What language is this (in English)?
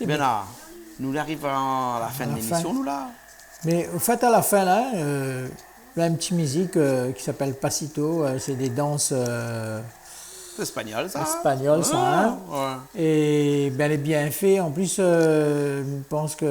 Réunion Creole French